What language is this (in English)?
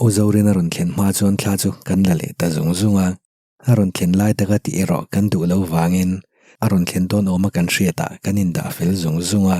Mizo